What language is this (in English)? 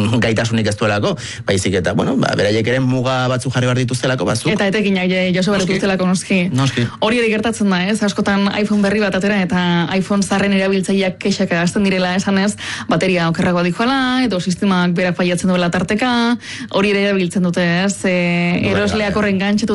Basque